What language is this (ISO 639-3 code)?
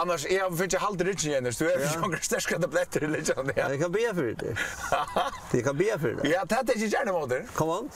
fao